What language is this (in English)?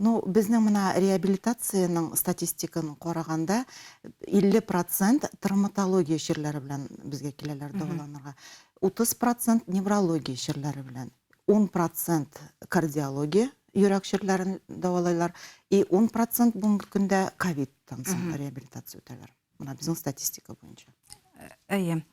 Bashkir